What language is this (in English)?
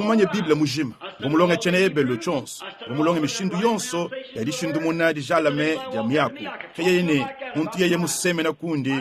Luba-Lulua